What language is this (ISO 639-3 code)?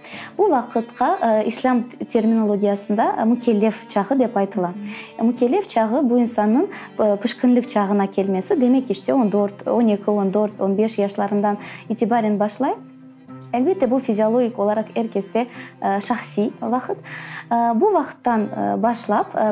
crh